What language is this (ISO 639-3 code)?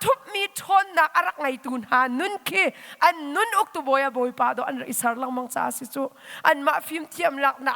cnh